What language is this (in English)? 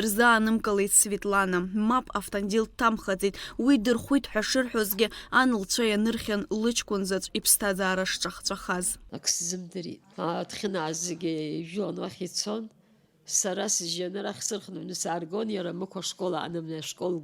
Abkhazian